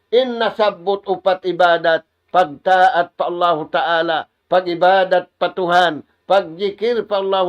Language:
Tausug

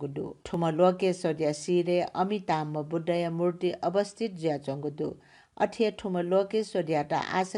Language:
Newari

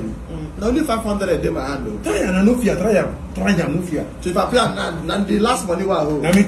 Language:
Nigerian Pidgin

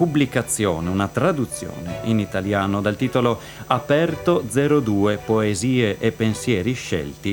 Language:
Italian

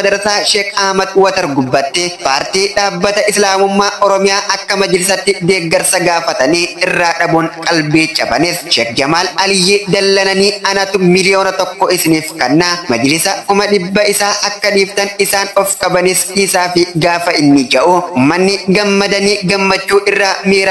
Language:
Oromo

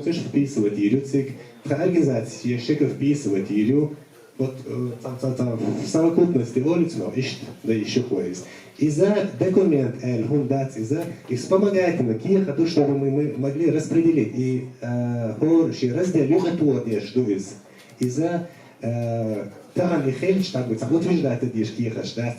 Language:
Chechen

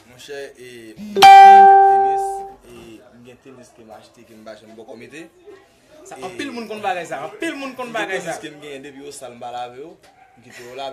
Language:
Haitian Creole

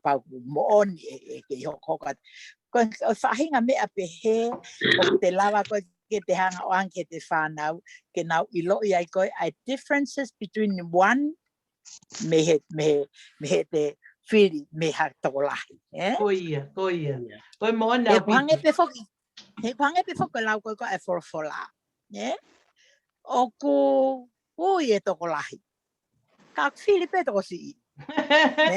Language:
Tongan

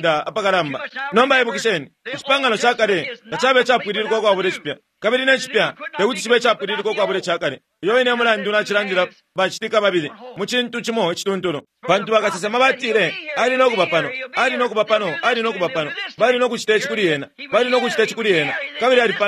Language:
Bemba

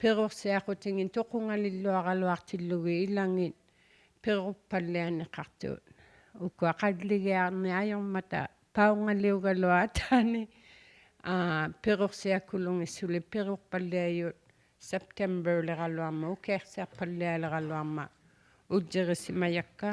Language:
Inuktitut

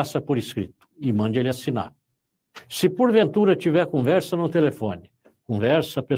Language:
Portuguese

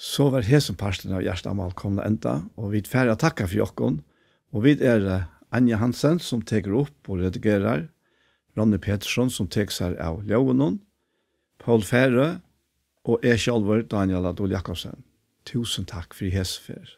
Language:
Faroese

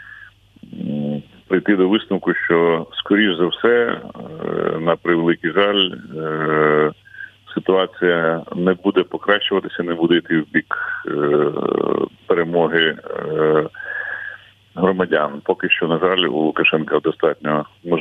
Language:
Ukrainian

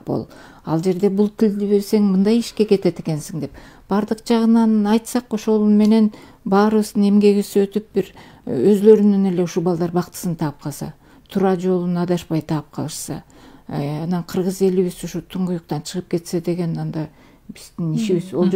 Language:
Kyrgyz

